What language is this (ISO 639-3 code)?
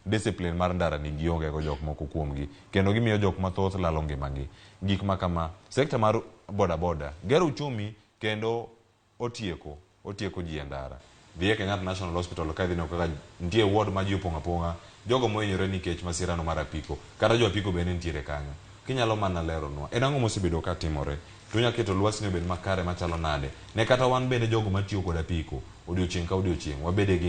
luo